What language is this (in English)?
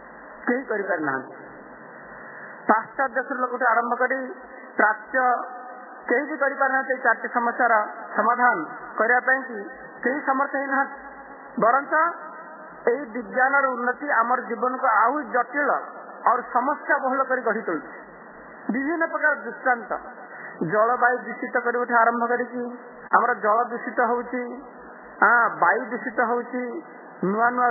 Odia